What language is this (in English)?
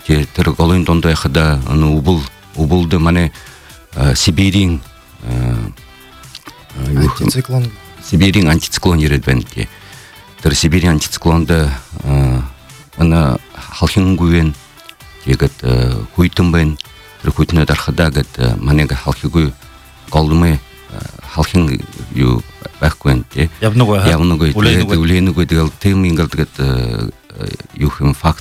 Buriat